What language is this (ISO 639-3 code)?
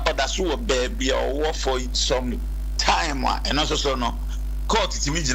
aka